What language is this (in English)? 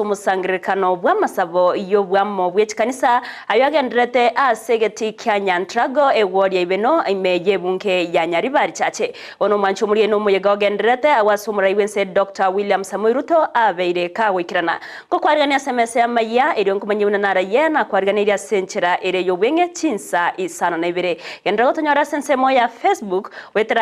Gusii